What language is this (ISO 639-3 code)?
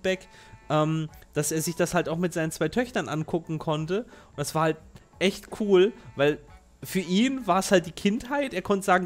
deu